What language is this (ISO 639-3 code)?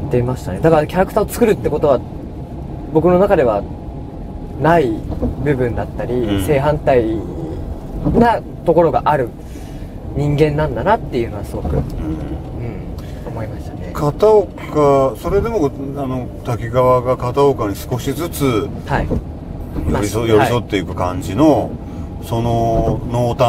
jpn